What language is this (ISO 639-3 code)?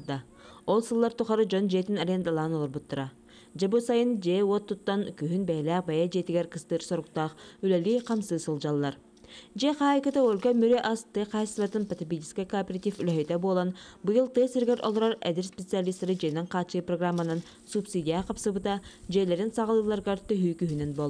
sah